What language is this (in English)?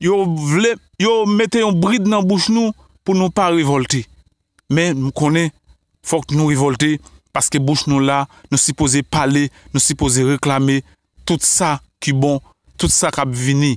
Haitian Creole